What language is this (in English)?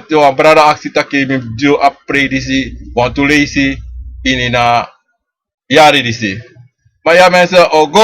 Sranan Tongo